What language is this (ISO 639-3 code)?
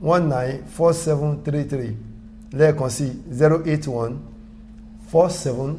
yor